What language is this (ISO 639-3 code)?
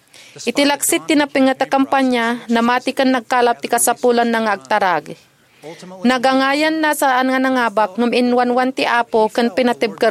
ilo